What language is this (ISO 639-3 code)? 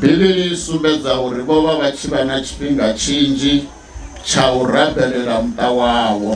ven